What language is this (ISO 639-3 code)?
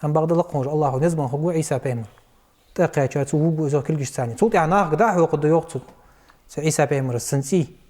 inh